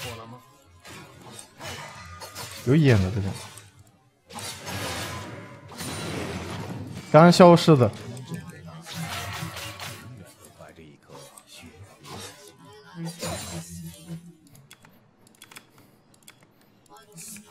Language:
Chinese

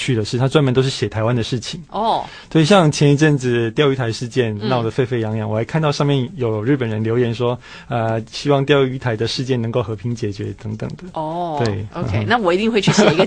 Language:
Chinese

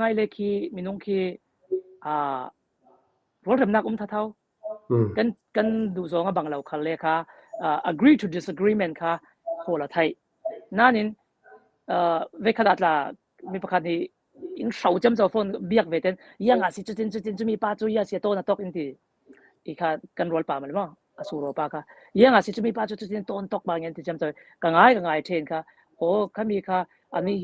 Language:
Falam Chin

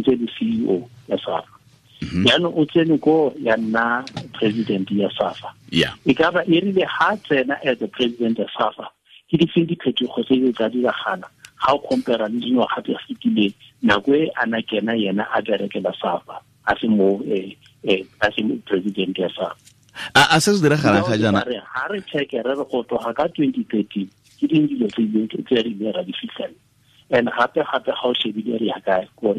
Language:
Tswana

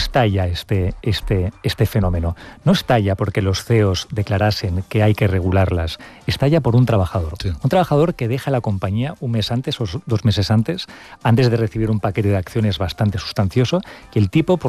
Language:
Spanish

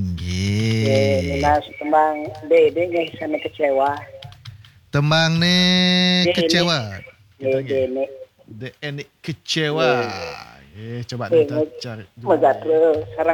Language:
Balinese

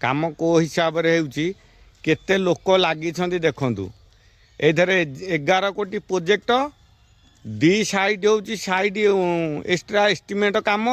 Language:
Odia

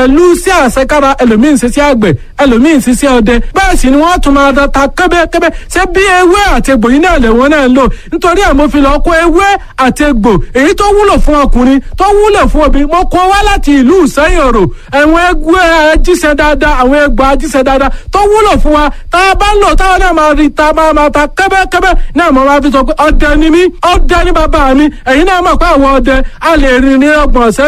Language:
Yoruba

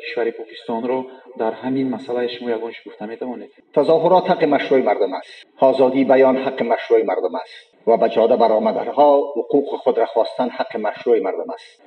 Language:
Persian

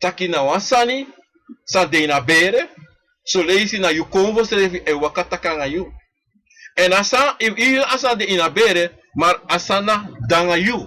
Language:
Sranan Tongo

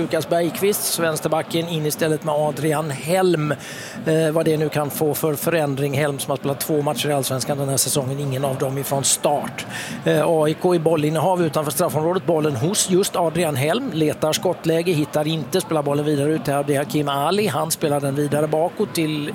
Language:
Swedish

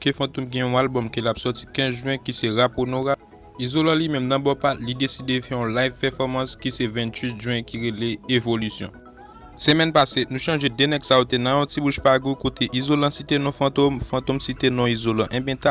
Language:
Haitian Creole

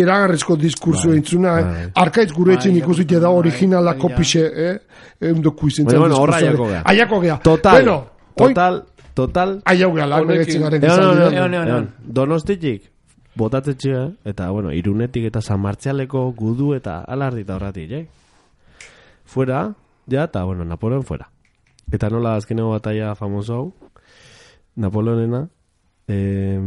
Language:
Basque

